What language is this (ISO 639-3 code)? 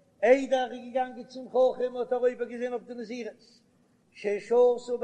yid